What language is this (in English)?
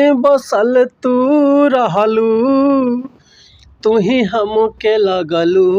Bhojpuri